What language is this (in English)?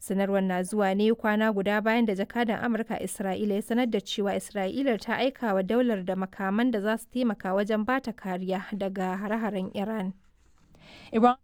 Hausa